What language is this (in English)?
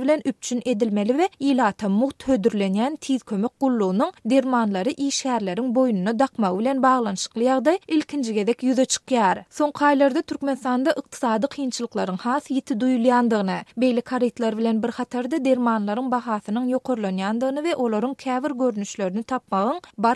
Turkmen